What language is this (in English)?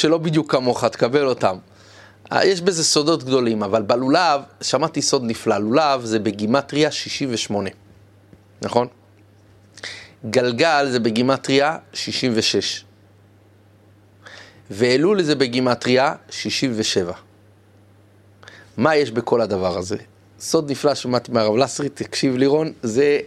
Hebrew